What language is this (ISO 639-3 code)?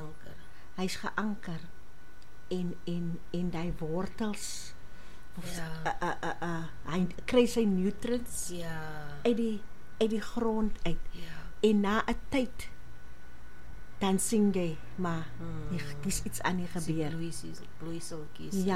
afr